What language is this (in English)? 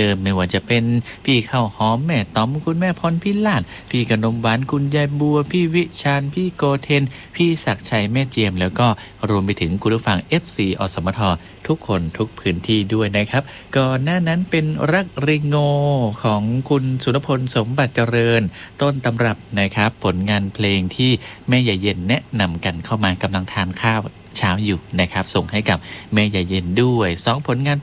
Thai